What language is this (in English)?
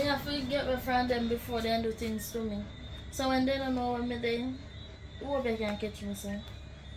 Jamaican Creole English